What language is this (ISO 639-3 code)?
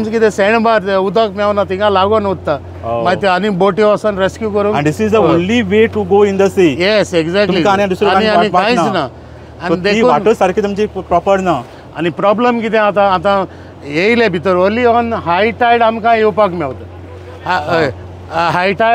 kok